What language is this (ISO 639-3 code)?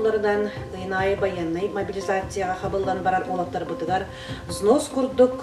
sah